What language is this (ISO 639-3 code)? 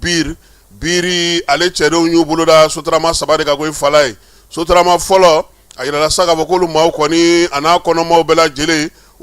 bam